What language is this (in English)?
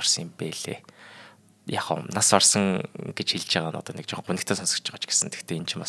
Mongolian